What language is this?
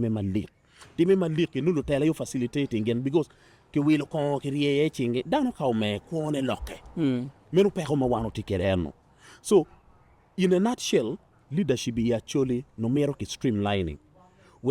Acoli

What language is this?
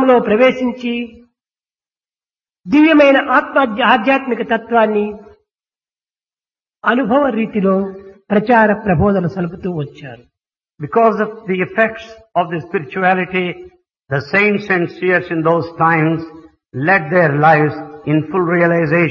Telugu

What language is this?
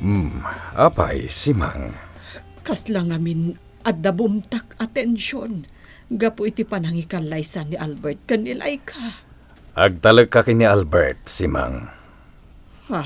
Iloko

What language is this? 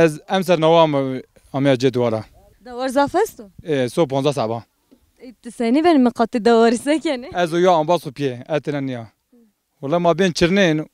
Zaza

